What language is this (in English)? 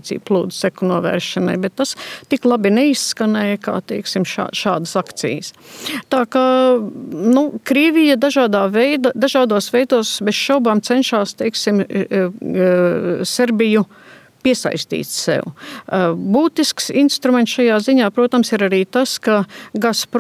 Latvian